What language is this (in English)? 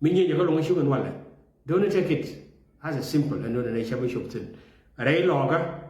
Nuer